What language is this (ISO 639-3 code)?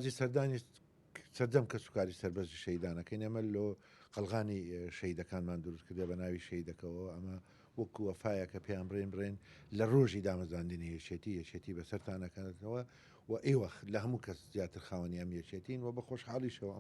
ckb